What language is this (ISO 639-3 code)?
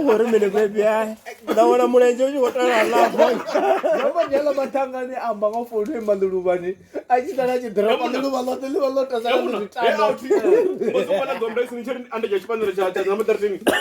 ven